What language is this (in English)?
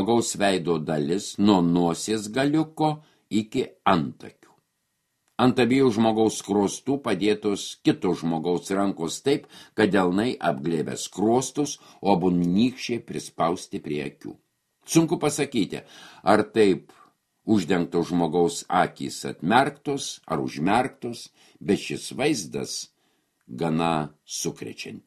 Lithuanian